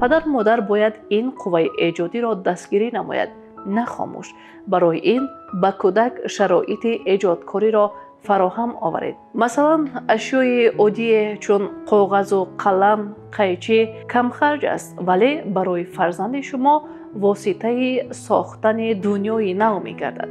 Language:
Tajik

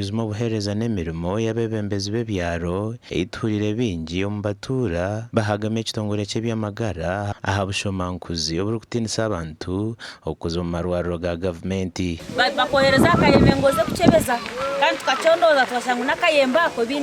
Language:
Nyankole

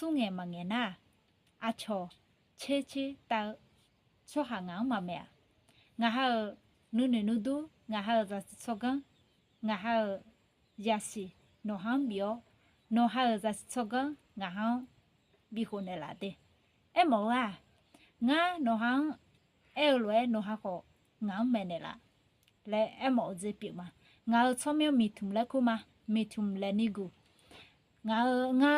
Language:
Akha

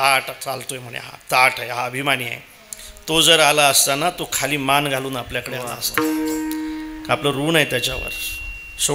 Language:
Marathi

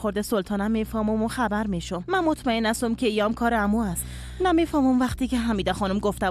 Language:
Persian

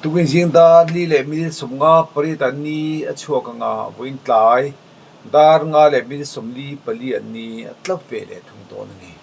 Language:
Mizo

